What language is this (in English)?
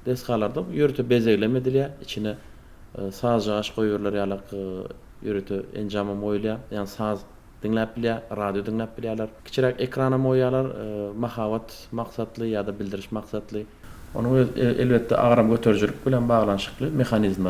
Turkmen